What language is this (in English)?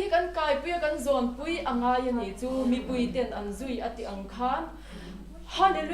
Mizo